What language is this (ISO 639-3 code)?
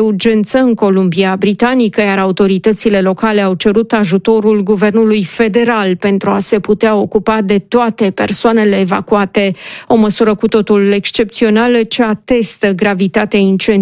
ron